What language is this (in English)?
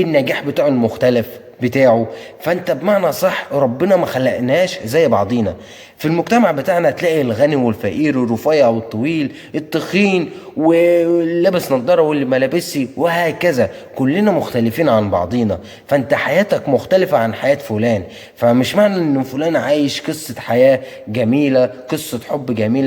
Egyptian Arabic